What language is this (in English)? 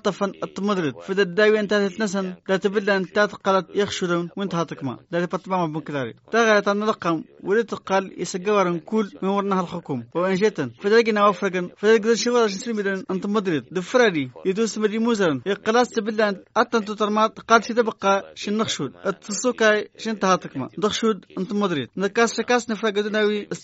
Tamasheq